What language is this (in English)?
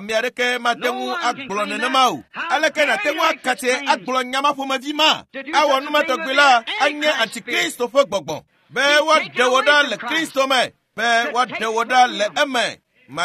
Ewe